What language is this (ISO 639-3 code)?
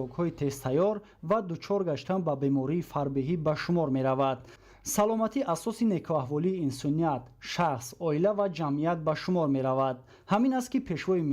tgk